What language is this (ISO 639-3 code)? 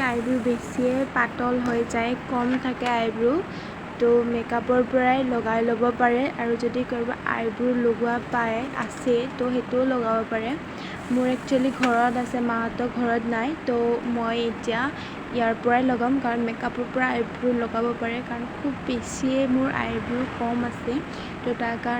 asm